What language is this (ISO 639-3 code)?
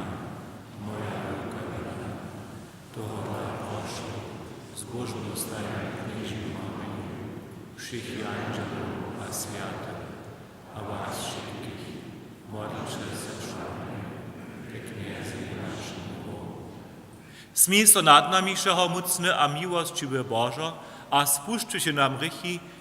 hsb